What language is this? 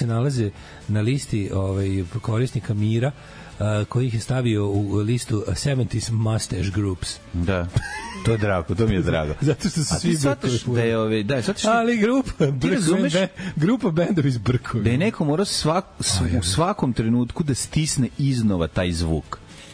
Serbian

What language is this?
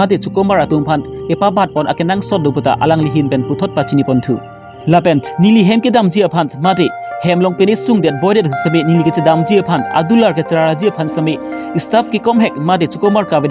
Karbi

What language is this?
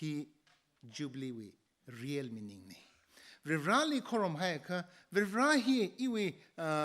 Tangkhul Naga (India)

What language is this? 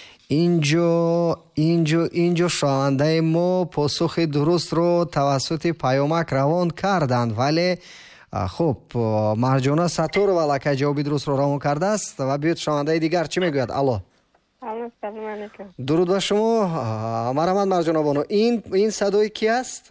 Tajik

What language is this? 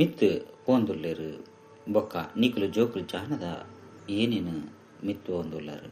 Tulu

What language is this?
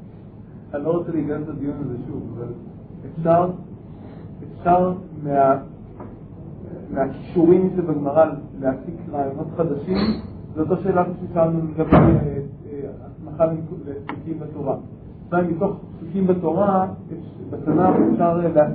Hebrew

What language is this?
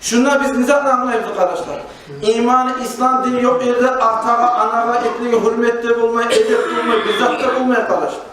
Kumyk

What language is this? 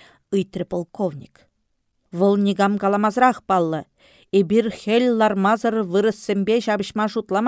Chuvash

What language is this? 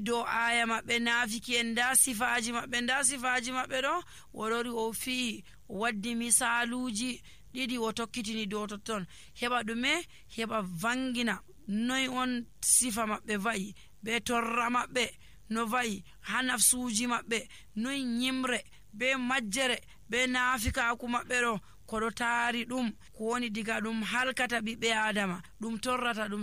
Nigerian Fulfulde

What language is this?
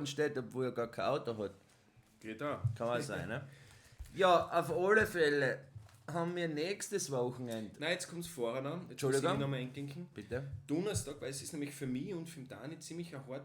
Bavarian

